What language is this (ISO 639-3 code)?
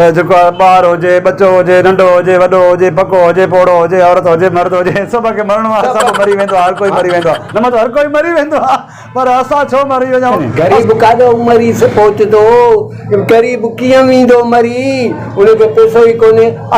snd